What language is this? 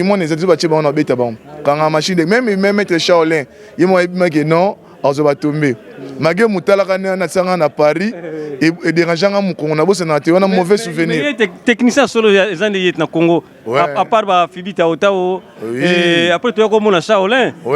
Lingala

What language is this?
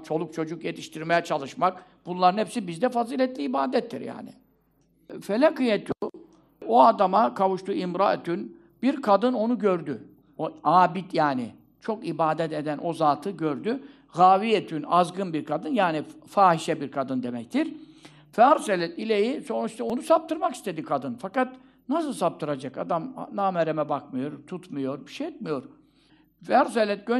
Turkish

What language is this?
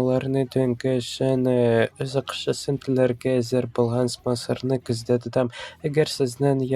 Tatar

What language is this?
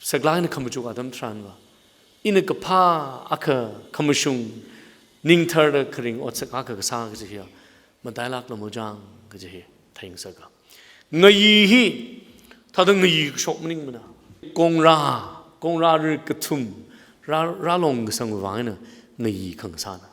Tangkhul Naga (India)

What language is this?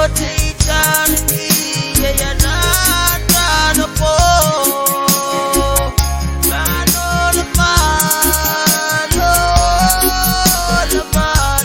Pohnpeian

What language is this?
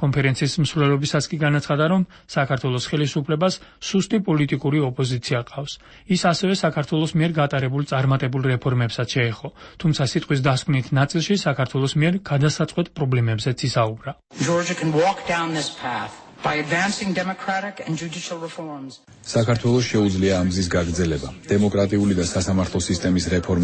Georgian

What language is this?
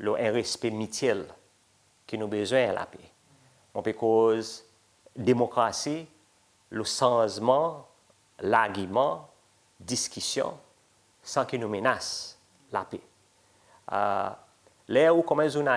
Seselwa Creole French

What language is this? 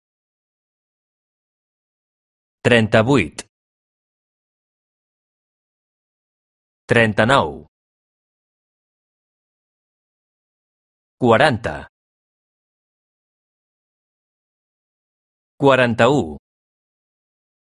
Catalan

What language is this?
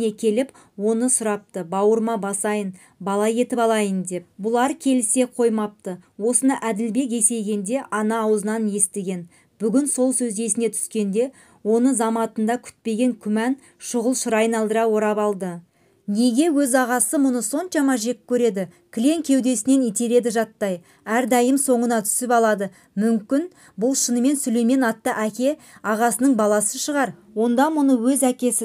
Kazakh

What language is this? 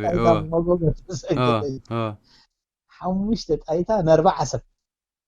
Tigrinya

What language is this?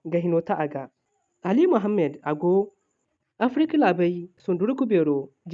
Zarma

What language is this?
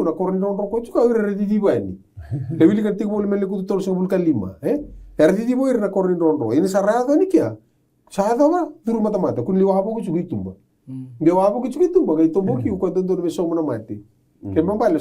Fijian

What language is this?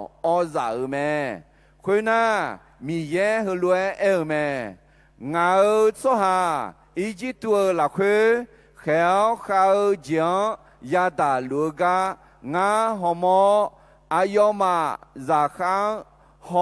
Akha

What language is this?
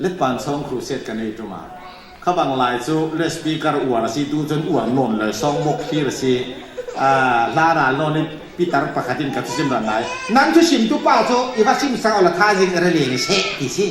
Falam Chin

